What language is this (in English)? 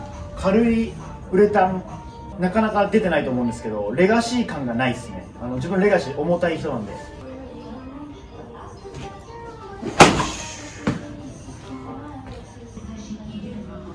Japanese